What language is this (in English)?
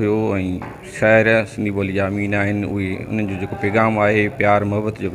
Sindhi